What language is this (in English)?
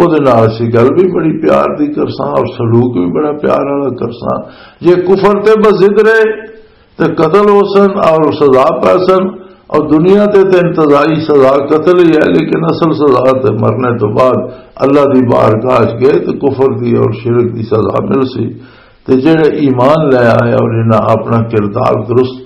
Western Panjabi